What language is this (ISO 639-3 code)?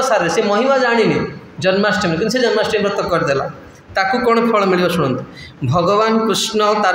ori